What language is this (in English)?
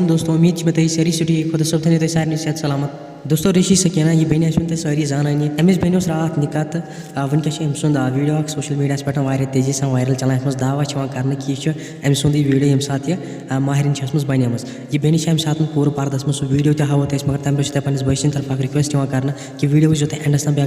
Kashmiri